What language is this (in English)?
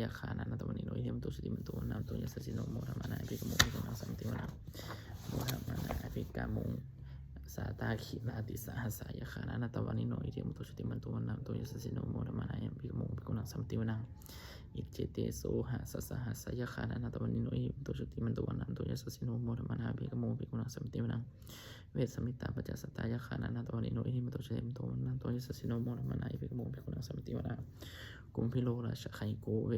Pali